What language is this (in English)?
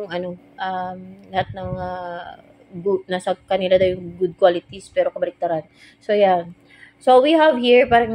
Filipino